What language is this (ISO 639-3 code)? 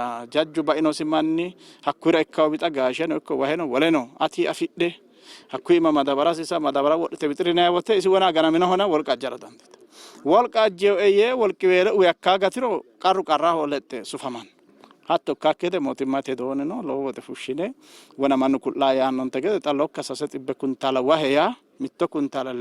sid